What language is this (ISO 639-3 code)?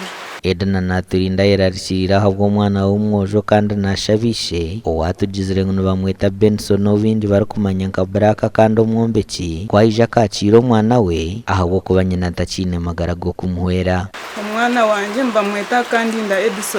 nyn